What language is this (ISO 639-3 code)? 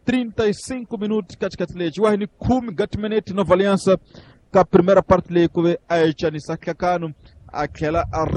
tso